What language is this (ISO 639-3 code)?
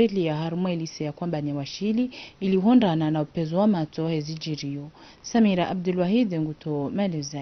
zdj